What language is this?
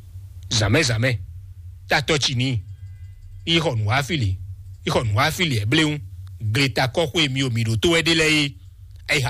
Fon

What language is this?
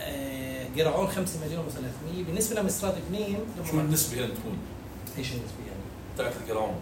North Levantine Arabic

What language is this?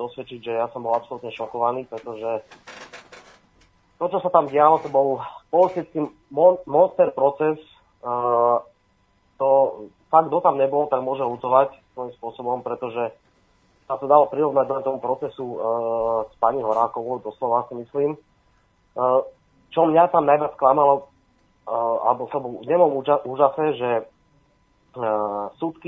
Slovak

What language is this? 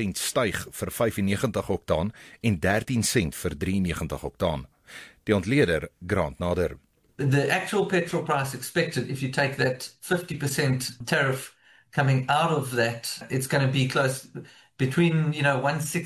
Afrikaans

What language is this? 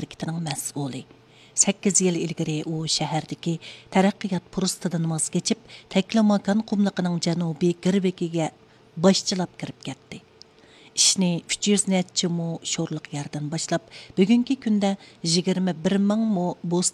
Uyghur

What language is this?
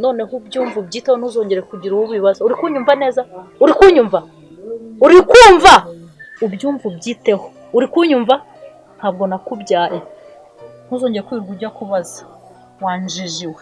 Kinyarwanda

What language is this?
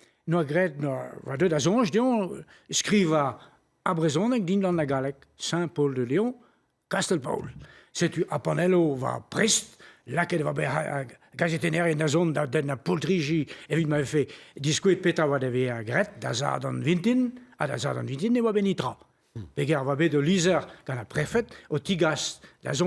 Breton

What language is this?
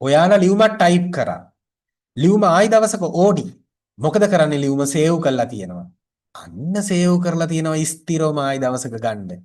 Sinhala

